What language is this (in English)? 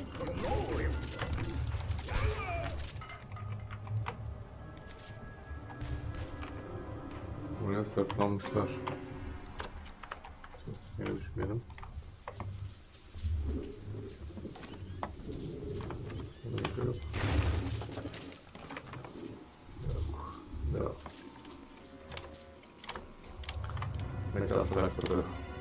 Turkish